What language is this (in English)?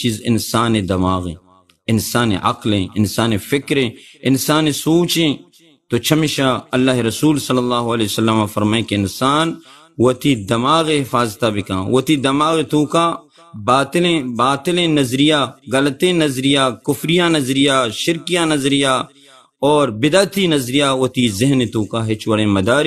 Baluchi